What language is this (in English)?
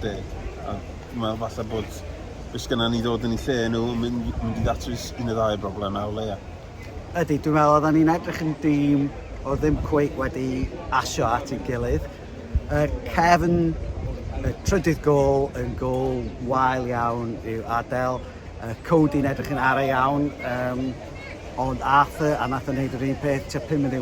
Welsh